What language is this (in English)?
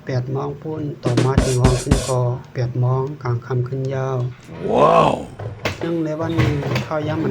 Shan